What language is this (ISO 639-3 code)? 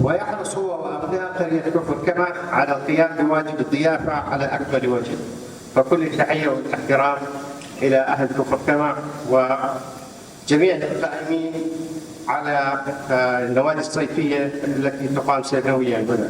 apc